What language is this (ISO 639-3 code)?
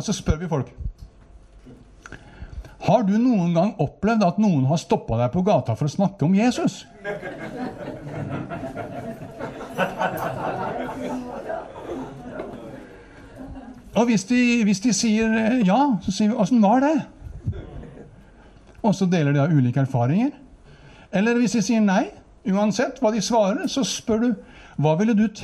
nor